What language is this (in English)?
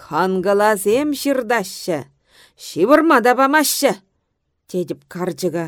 Chuvash